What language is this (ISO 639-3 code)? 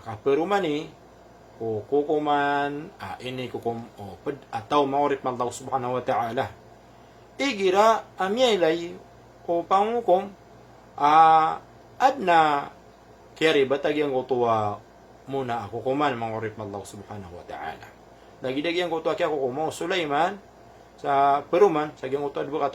mrw